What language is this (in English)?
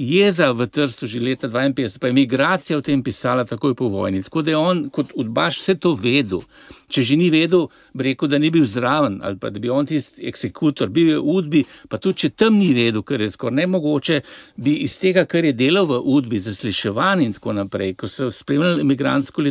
Slovenian